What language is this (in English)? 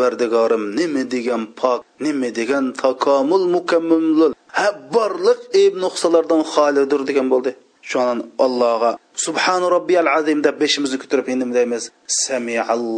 Uyghur